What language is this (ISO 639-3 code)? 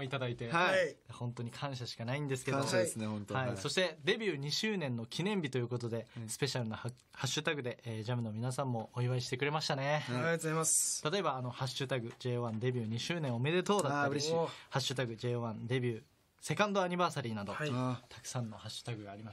jpn